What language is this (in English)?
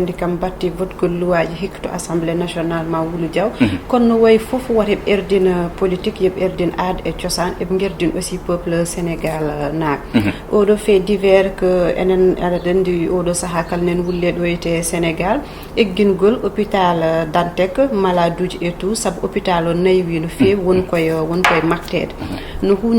Fula